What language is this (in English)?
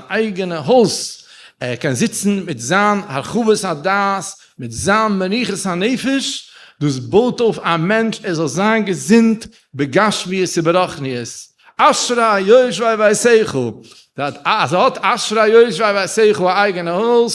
Yiddish